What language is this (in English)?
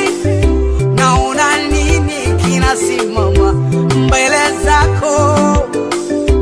Swahili